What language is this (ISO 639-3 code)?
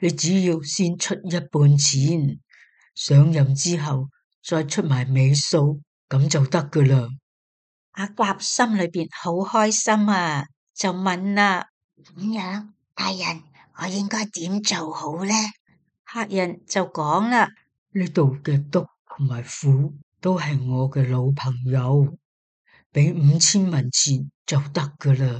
yue